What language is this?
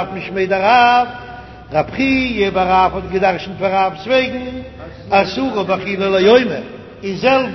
Yiddish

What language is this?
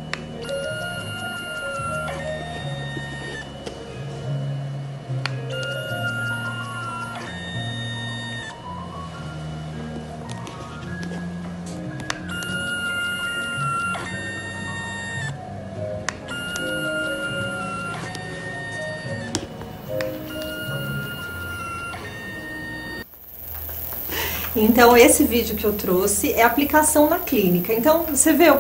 Portuguese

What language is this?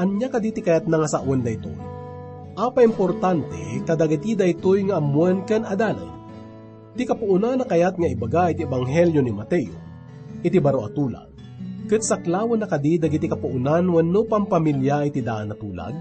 Iloko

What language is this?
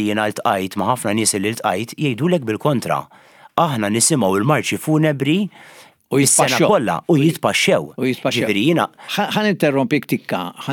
Maltese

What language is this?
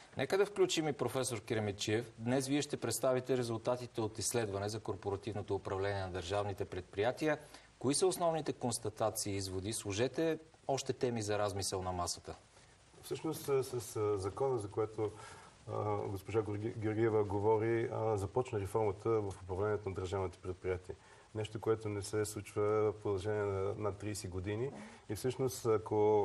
Bulgarian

